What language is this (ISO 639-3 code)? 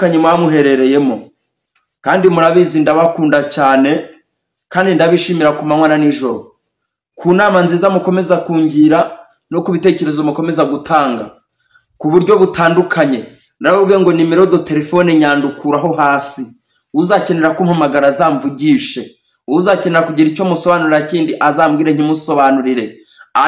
kin